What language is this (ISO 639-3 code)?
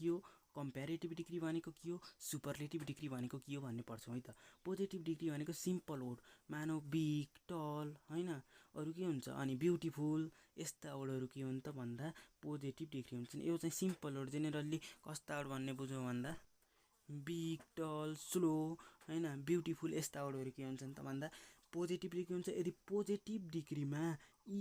nep